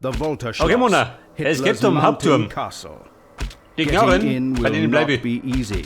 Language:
Bavarian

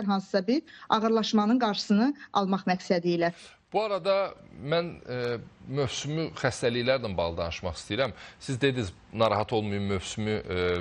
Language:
Azerbaijani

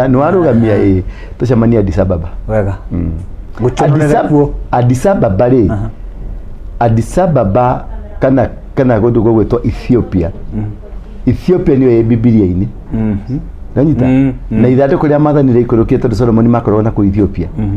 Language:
Kikuyu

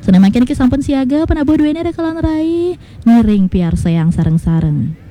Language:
Balinese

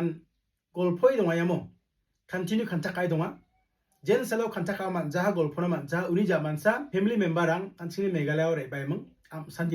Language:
Garo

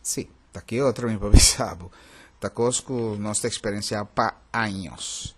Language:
Papiamento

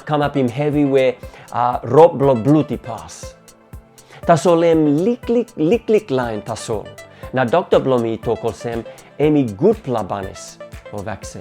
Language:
Tok Pisin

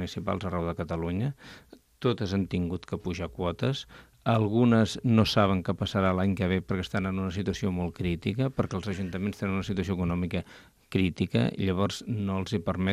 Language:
Catalan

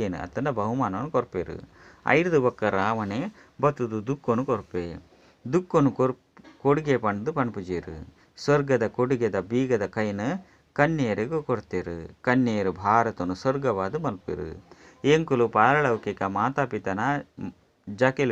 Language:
Tulu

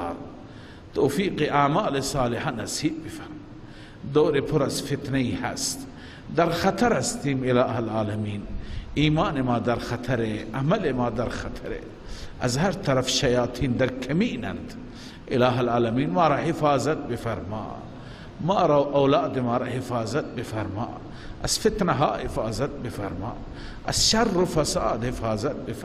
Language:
Persian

